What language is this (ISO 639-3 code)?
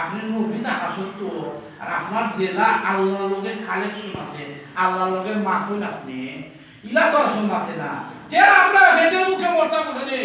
syl